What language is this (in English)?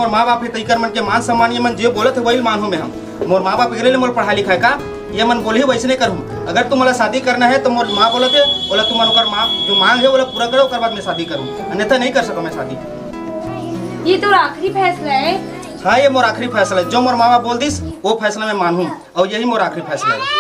Chhattisgarhi